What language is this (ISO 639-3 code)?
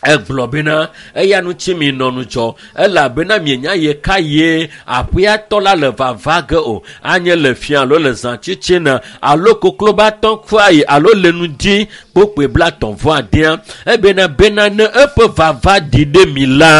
ewe